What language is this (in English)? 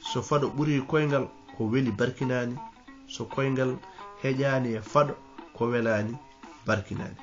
Fula